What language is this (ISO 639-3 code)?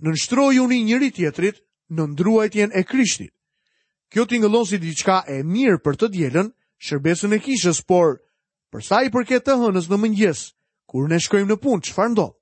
sqi